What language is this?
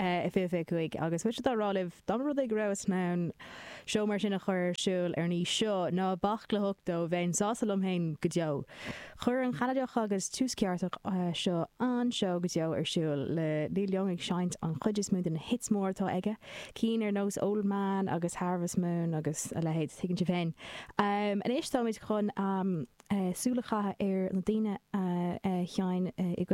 Irish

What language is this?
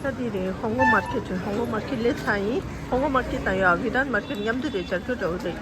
Tibetan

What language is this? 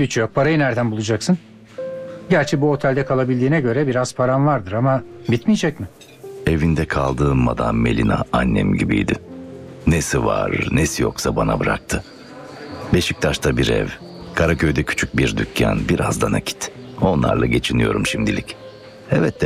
Turkish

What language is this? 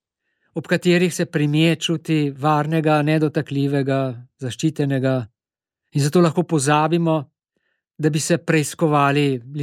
Slovenian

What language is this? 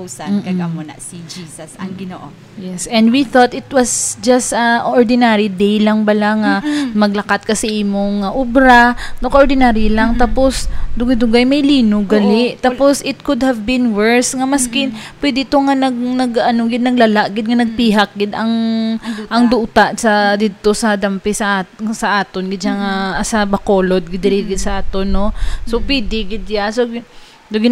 Hiligaynon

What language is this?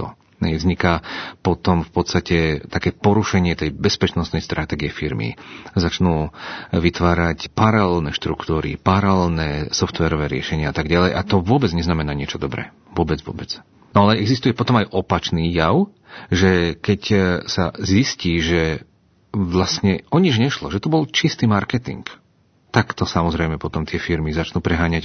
Slovak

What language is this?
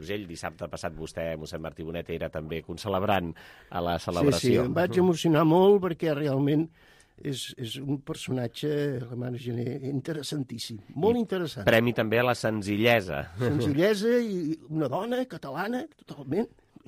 Catalan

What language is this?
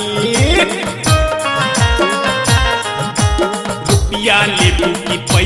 Bhojpuri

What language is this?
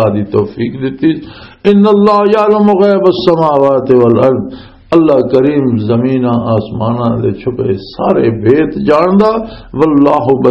Western Panjabi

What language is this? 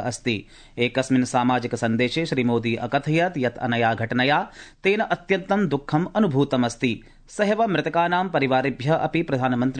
Sanskrit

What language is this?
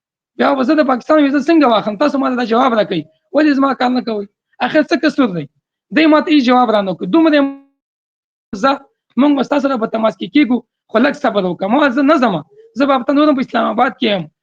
Pashto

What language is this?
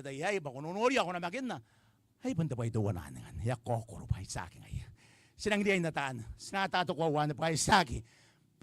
Gilbertese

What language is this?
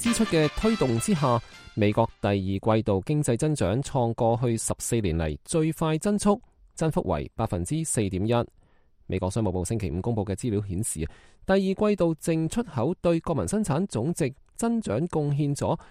Cantonese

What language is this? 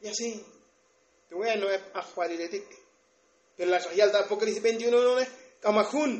Tzotzil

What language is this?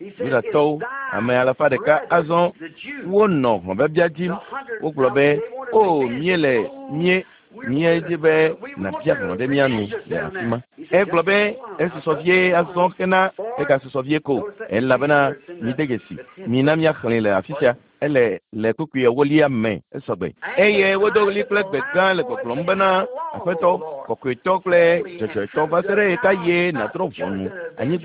Ewe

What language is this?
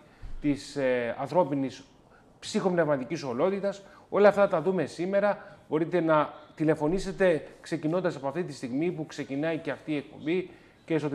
Greek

